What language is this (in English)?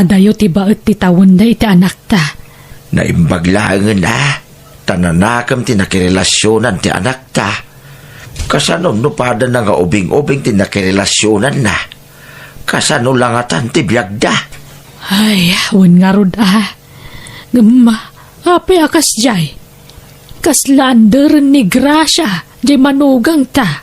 Iloko